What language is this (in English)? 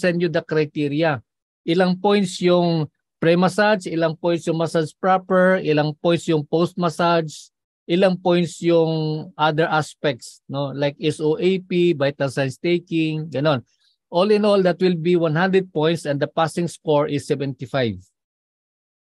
Filipino